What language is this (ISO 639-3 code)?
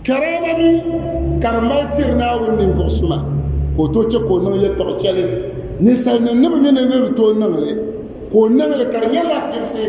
dag